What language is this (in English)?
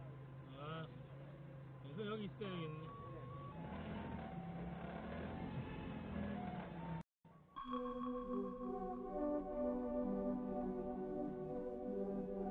Korean